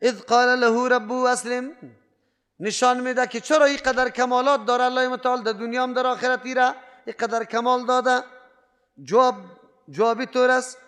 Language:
Persian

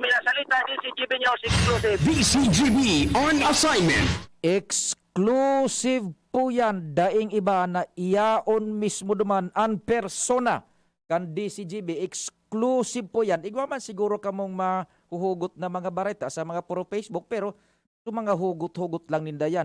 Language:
Bikol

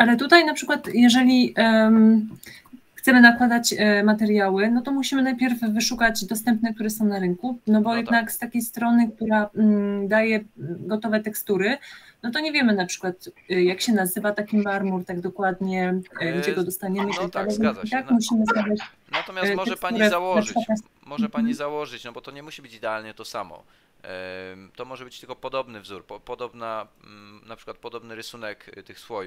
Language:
Polish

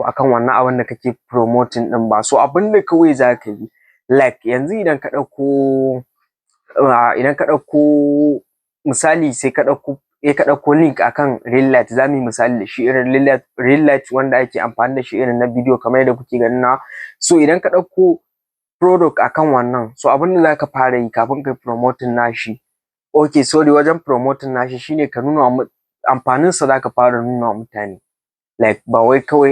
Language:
Hausa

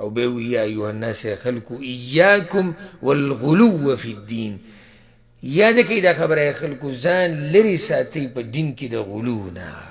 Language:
Pashto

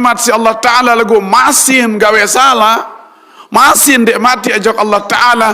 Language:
Sasak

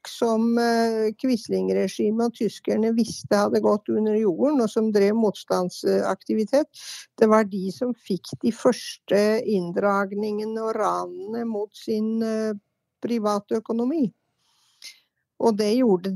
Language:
Norwegian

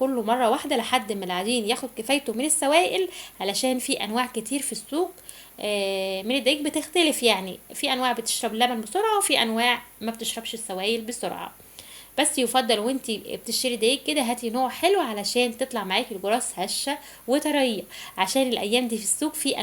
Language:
Egyptian Arabic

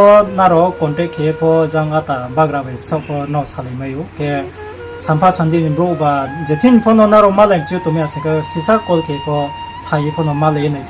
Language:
Riang (India)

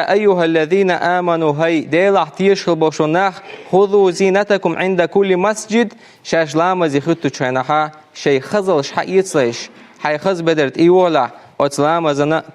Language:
Chechen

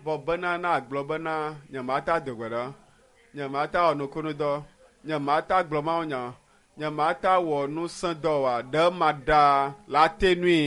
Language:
Ewe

